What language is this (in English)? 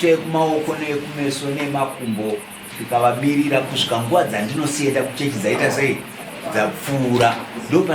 Shona